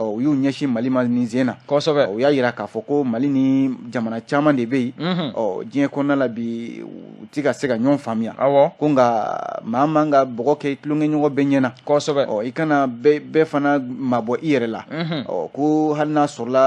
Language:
Bambara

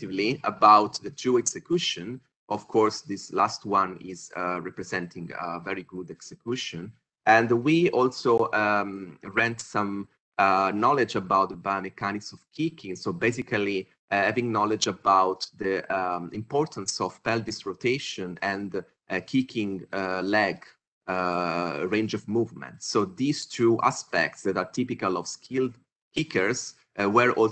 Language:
English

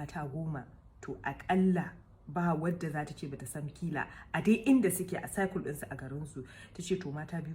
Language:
Hausa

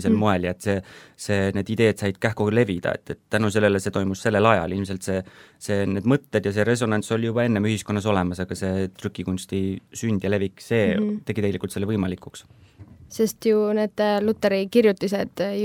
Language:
Estonian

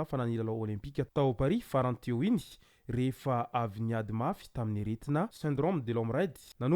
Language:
Malagasy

